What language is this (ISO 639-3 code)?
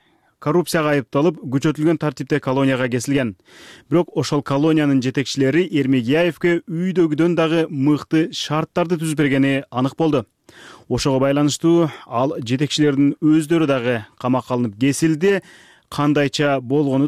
kir